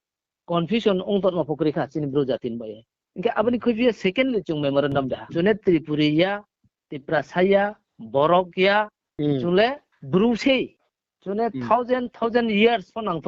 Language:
Riang (India)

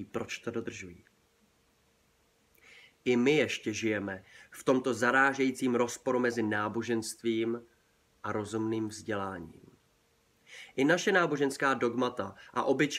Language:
Czech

